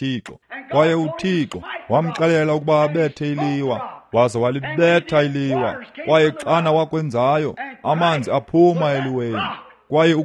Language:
Xhosa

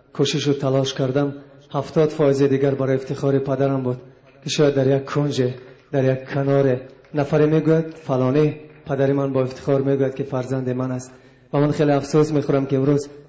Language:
Tajik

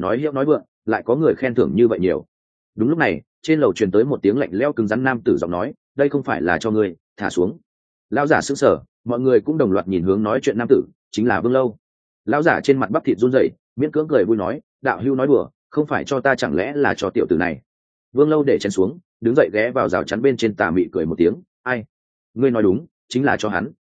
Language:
Vietnamese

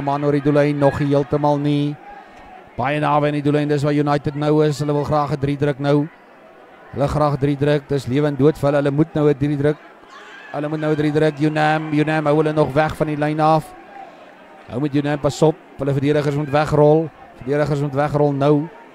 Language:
Afrikaans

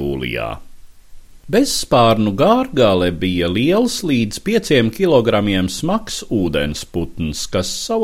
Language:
Latvian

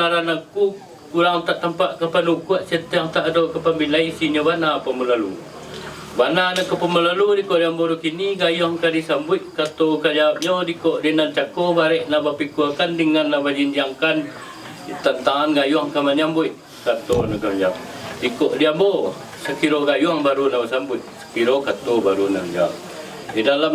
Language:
Minangkabau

